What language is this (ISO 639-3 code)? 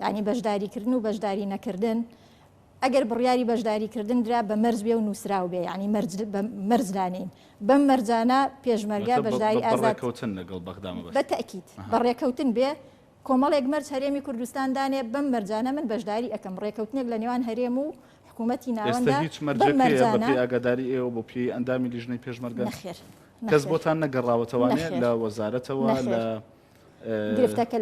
ckb